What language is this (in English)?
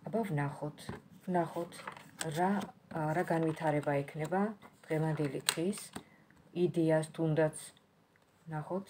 Georgian